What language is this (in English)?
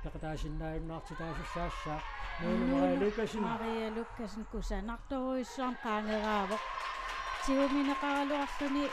Kalaallisut